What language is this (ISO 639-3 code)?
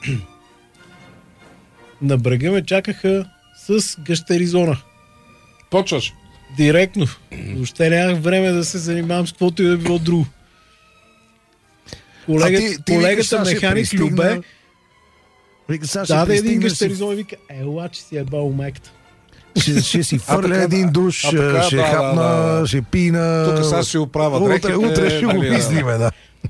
bul